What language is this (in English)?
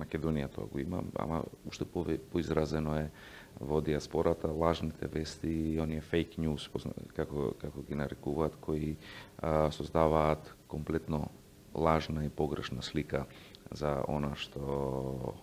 Macedonian